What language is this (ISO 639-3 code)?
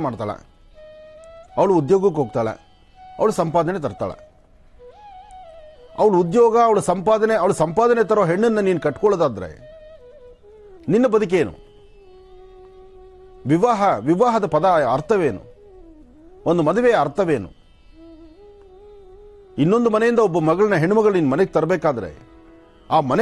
kan